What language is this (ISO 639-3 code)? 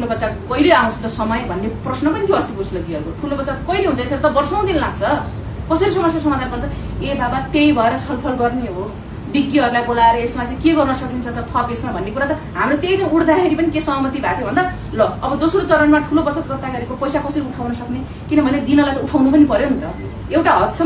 nep